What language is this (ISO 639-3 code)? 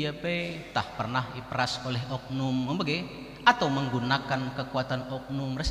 btx